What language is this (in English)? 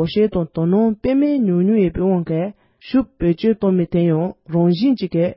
Tibetan